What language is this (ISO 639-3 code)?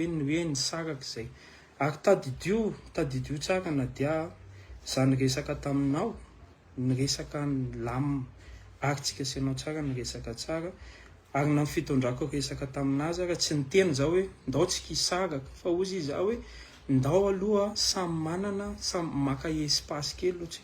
mlg